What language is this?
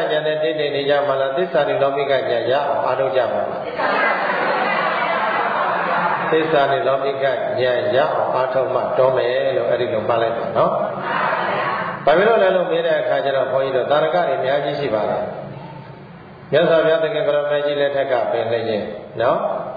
Burmese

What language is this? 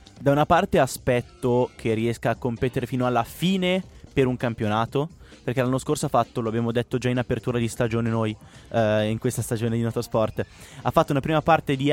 Italian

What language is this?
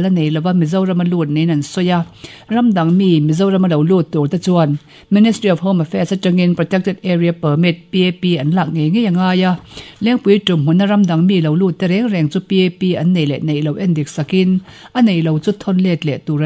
Mizo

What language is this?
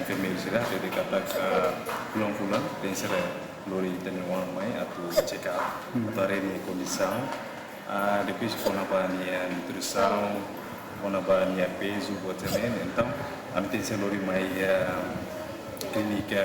Tetum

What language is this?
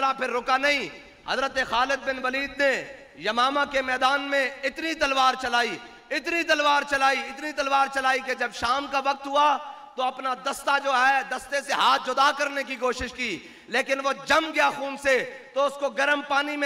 Urdu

